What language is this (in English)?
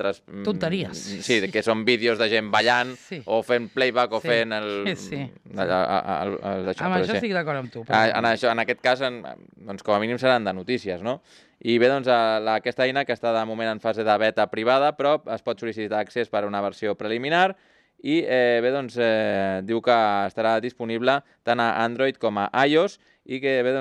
Catalan